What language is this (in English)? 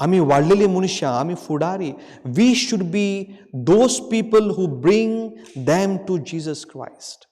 Konkani